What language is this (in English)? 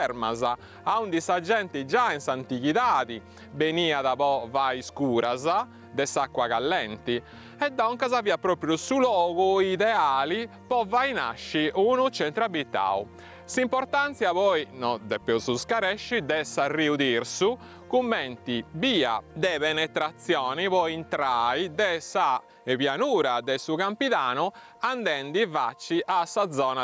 Sardinian